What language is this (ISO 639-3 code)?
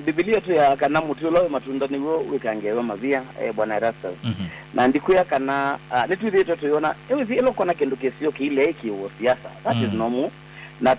kam